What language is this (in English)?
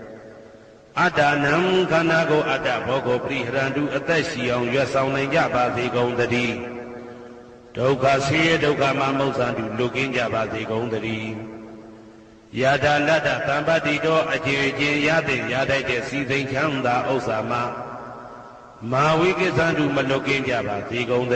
Burmese